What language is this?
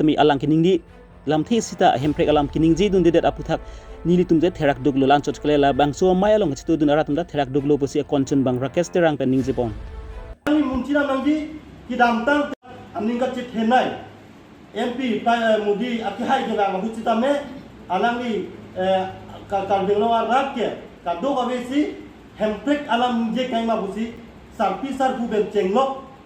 Karbi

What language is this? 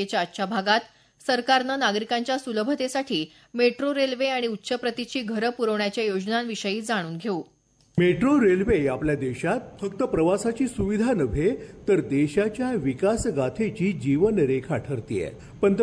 Marathi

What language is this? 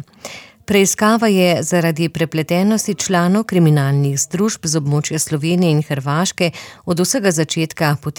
Slovenian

